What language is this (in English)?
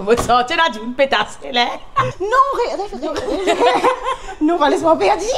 Morisyen